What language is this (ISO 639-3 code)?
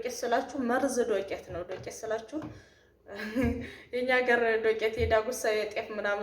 amh